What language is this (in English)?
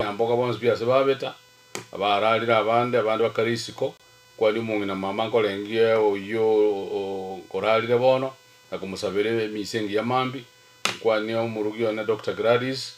Gusii